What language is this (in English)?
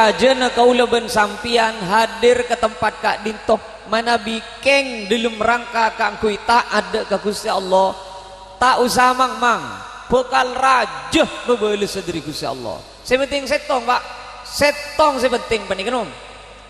Madurese